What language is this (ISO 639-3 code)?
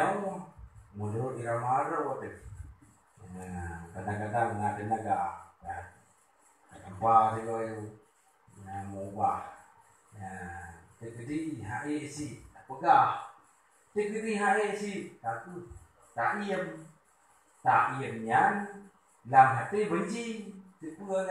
ace